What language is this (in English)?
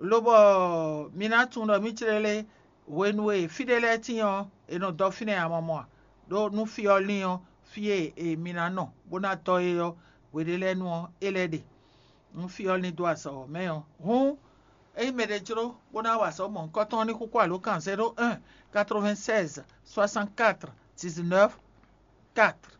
Fon